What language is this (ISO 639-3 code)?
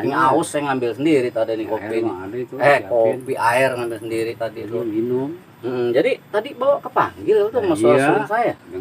bew